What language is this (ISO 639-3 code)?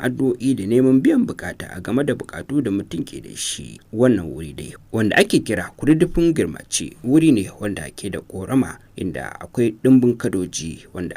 hau